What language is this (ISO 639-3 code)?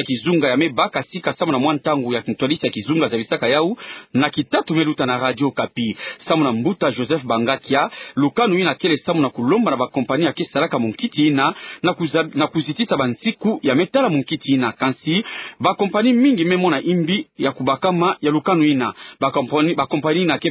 ktu